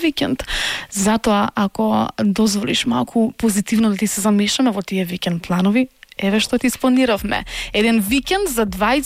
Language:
Macedonian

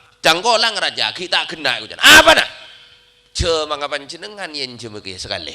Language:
Madurese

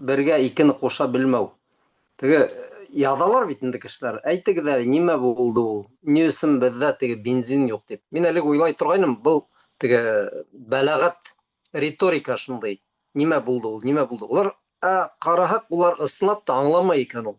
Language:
Bashkir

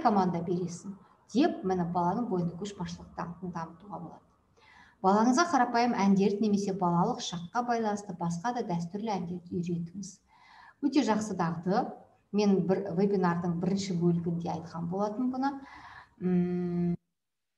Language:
Kazakh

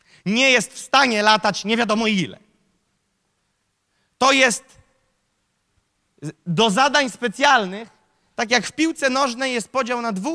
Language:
Polish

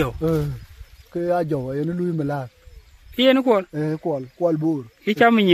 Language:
Dinka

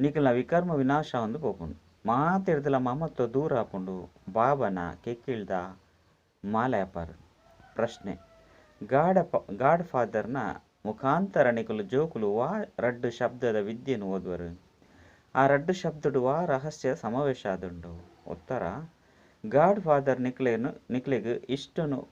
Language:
Tulu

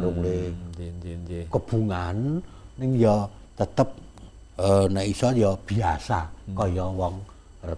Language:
Javanese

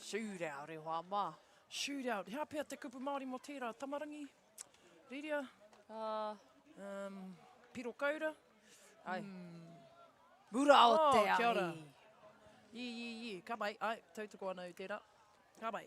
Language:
Māori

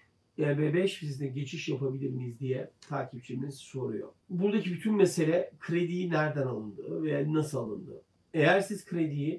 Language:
Turkish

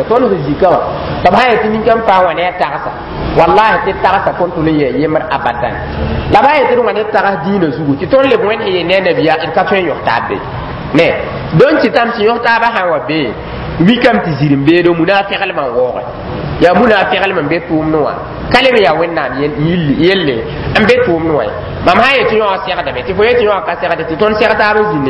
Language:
Mossi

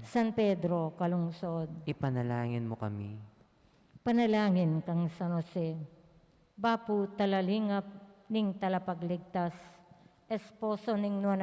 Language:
Pampanga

